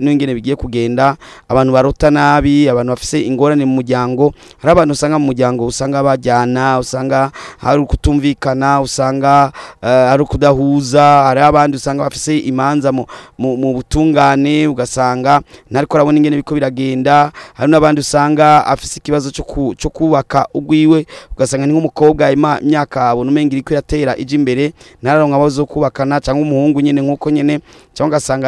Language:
Rundi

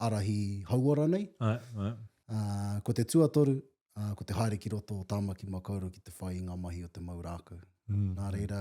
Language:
Māori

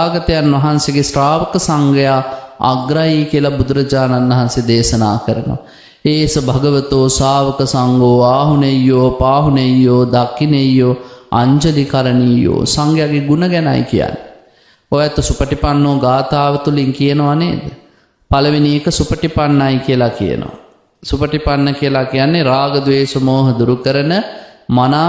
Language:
Sinhala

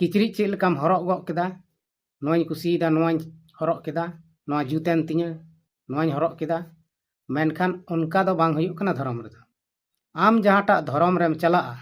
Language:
Santali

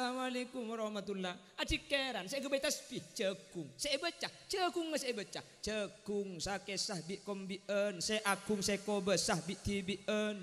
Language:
Madurese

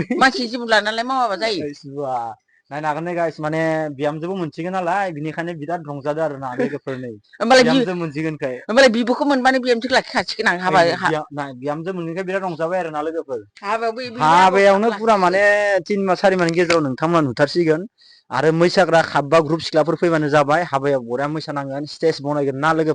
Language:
Bodo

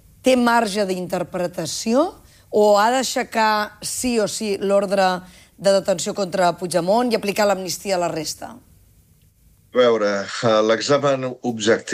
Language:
Catalan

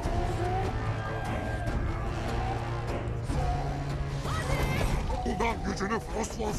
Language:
Turkish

